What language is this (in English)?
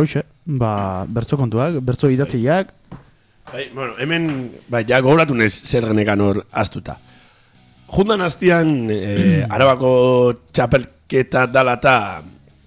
Basque